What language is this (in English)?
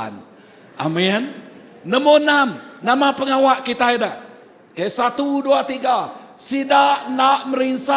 Iban